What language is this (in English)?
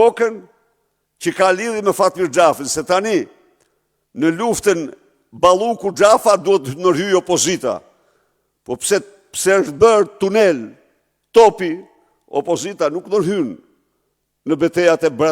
Albanian